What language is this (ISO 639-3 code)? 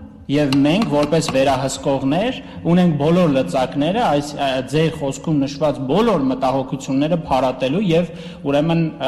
hye